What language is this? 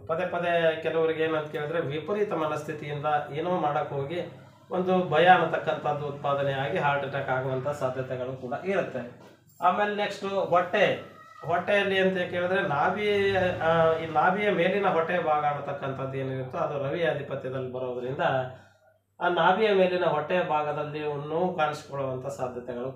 Kannada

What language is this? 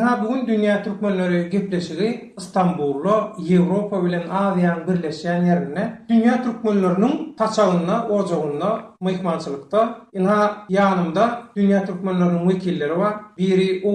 Turkmen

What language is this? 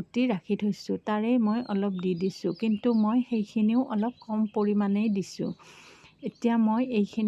Assamese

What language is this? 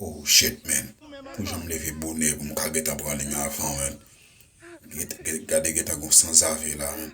Haitian Creole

